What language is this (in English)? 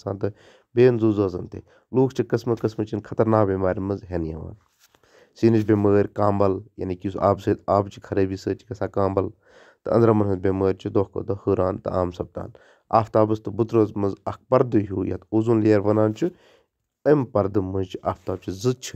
Kashmiri